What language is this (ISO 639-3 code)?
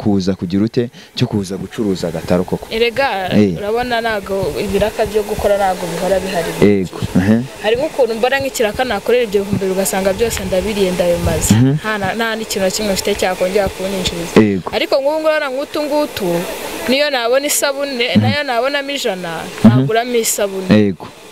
kin